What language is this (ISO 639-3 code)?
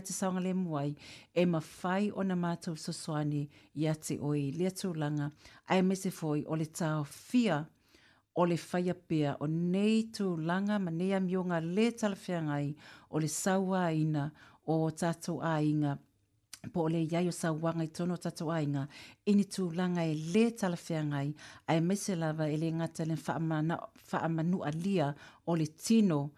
smo